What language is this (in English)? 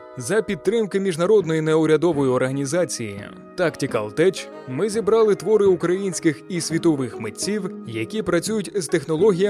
Ukrainian